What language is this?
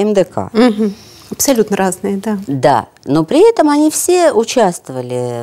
Russian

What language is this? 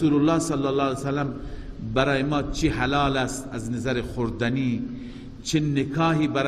Persian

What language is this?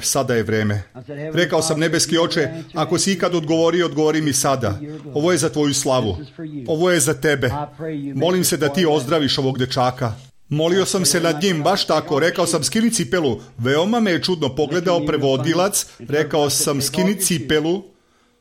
Serbian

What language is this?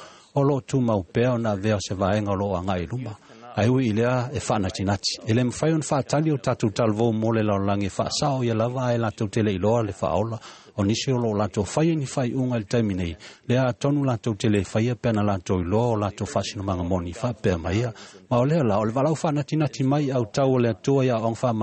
Samoan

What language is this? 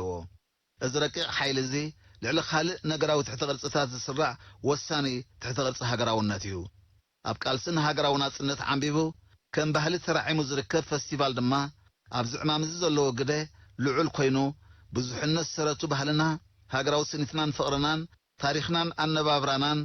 Tigrinya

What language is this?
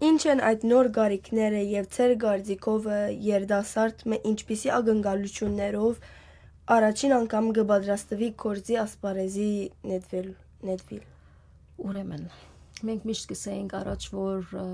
Western Armenian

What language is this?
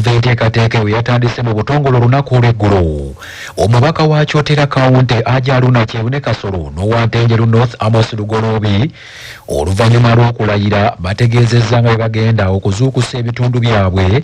Ganda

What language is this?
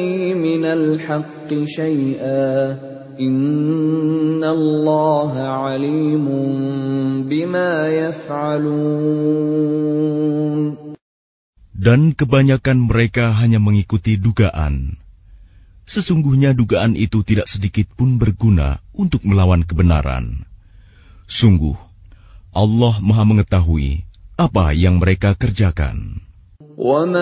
Indonesian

